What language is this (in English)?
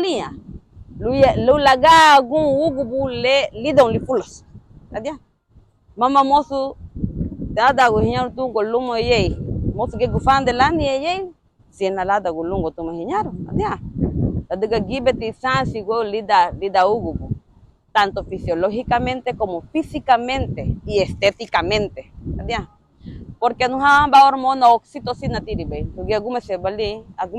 Garifuna